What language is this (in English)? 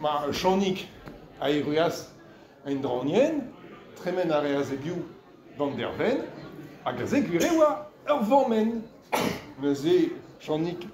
Breton